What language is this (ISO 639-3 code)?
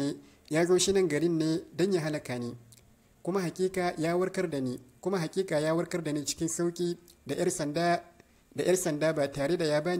hau